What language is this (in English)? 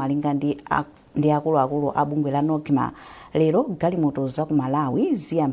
Nyanja